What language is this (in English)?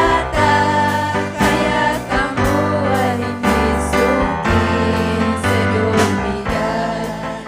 Ayacucho Quechua